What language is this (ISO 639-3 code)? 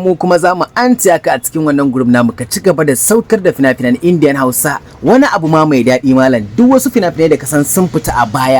hau